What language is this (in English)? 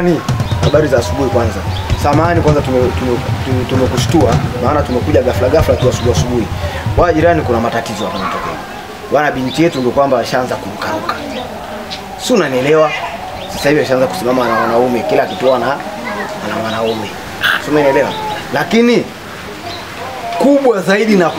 Swahili